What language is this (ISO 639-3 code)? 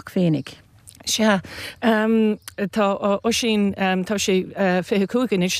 gle